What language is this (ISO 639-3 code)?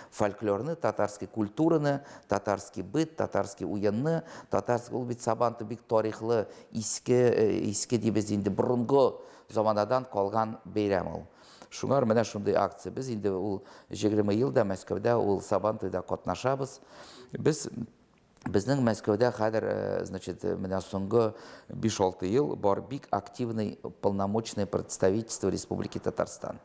tat